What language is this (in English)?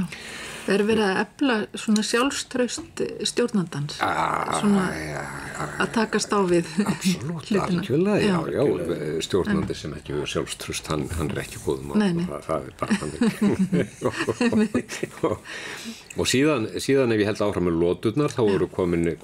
Icelandic